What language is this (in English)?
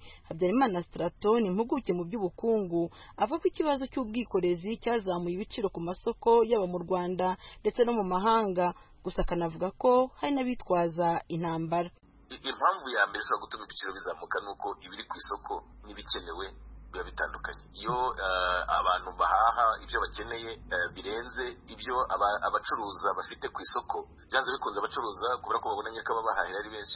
Kinyarwanda